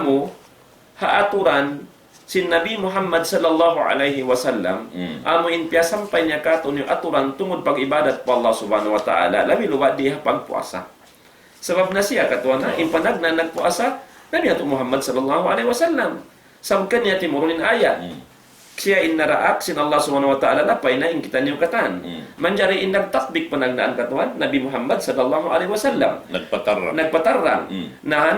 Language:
Tausug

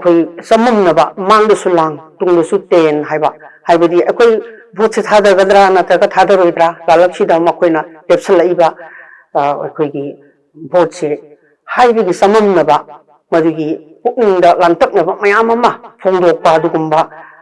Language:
Manipuri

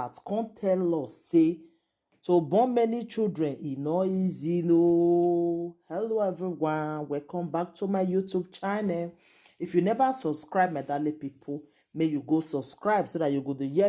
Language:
Nigerian Pidgin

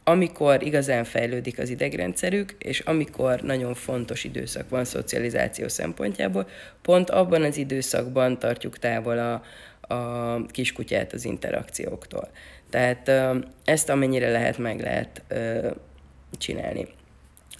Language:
Hungarian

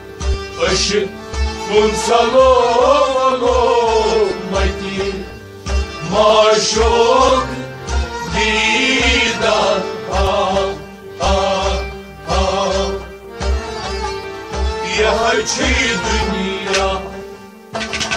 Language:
Kashmiri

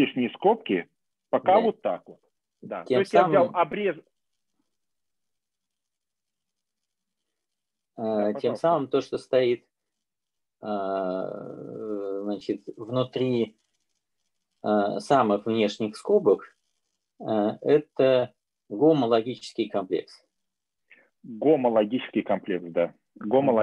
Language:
Russian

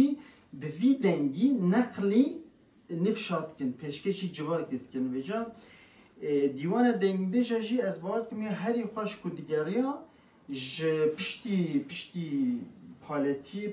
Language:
Kurdish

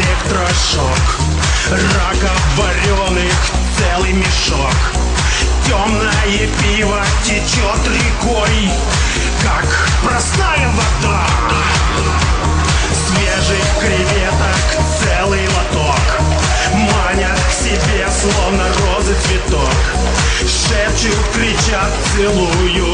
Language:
Russian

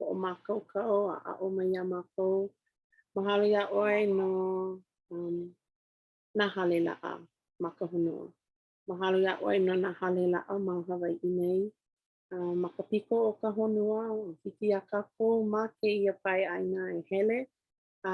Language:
Hawaiian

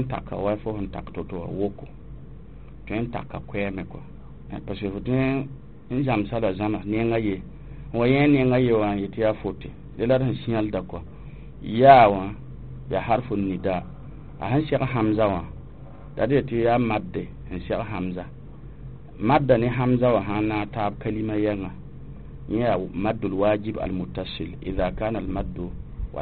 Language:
Mossi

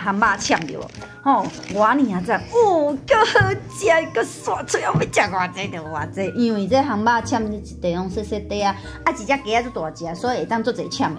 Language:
Min Nan Chinese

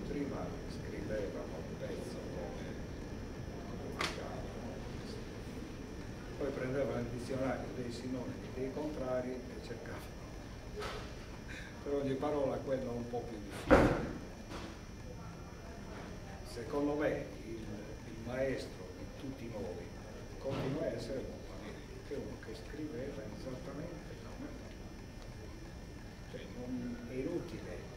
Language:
Italian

